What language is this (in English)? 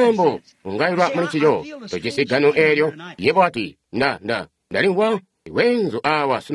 Tonga (Zambia)